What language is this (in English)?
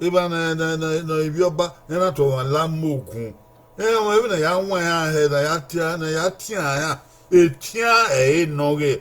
Bini